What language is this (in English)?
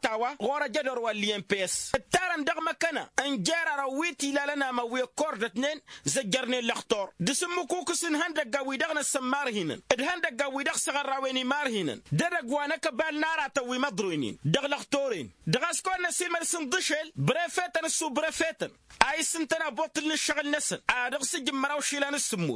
Tamasheq